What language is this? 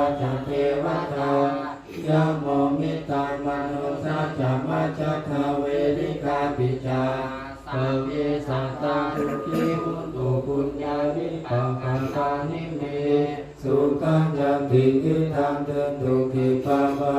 Pali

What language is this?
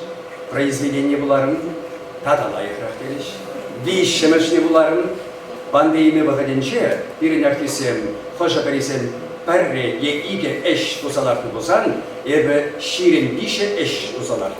Chuvash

